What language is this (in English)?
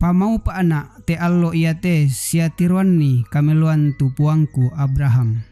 Toraja-Sa'dan